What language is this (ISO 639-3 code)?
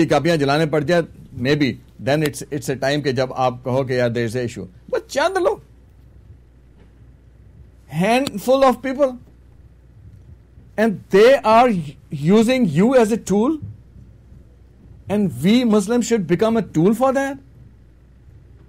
urd